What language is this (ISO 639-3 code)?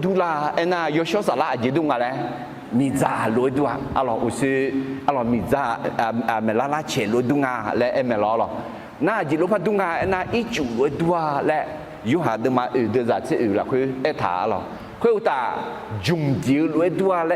ahk